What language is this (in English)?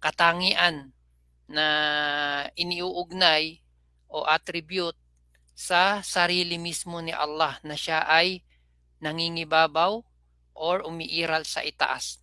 Maranao